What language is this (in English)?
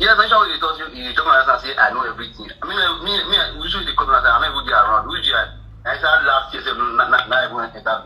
Nigerian Pidgin